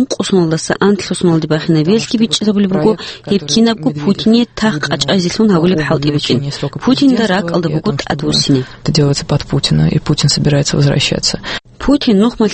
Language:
Avaric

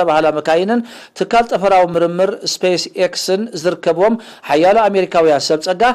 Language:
Tigrinya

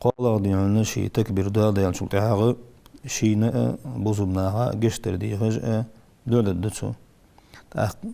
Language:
Ingush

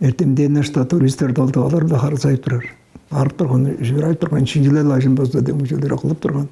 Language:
Tuvinian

